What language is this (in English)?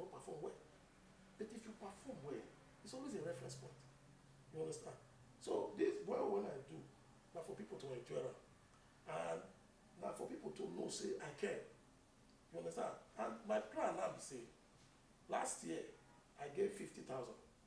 Nigerian Pidgin